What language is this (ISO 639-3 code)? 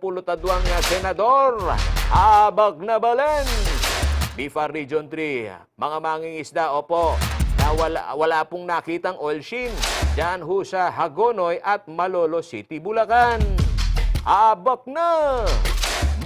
pam